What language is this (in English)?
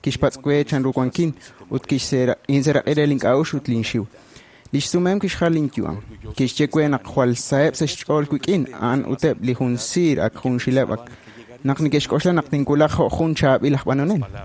Kekchí